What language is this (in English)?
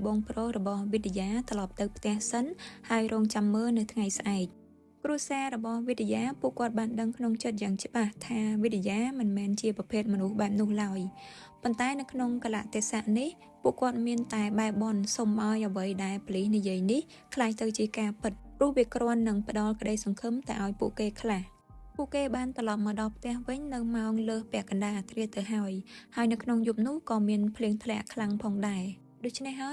Khmer